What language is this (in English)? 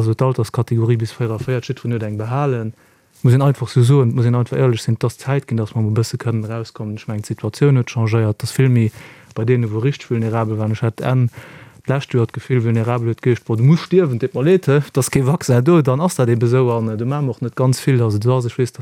Luxembourgish